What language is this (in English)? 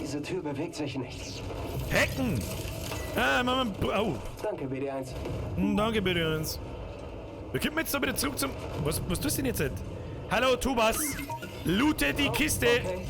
Bavarian